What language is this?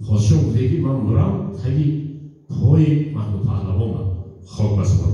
Tajik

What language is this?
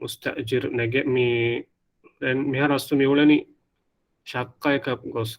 Divehi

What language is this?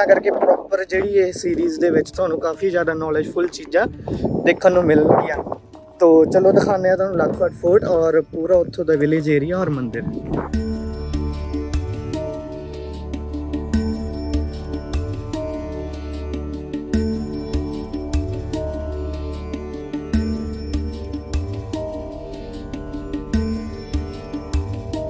Punjabi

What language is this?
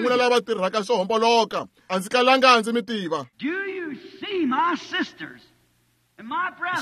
Tsonga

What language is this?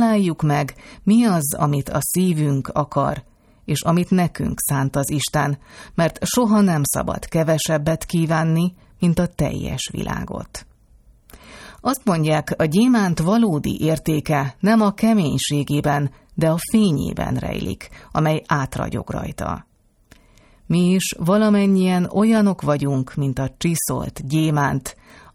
Hungarian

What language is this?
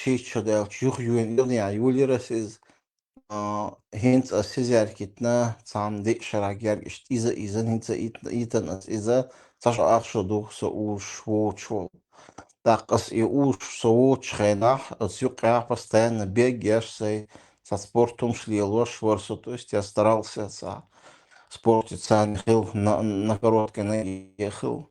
Chechen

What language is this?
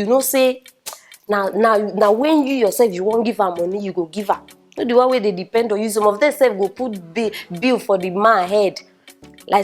Nigerian Pidgin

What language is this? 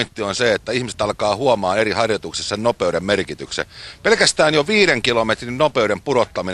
Finnish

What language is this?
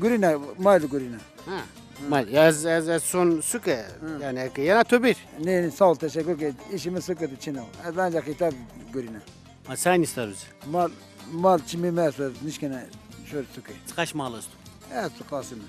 Zaza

